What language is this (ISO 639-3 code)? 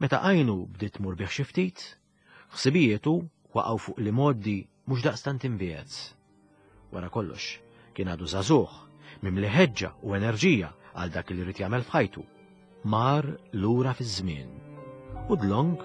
mlt